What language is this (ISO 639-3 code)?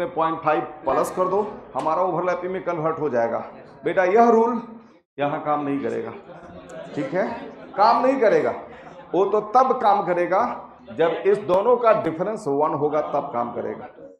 hin